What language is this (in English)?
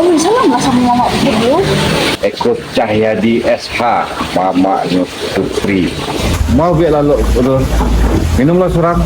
Minangkabau